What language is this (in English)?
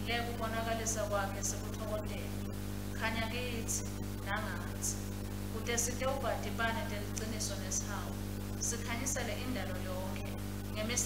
Swati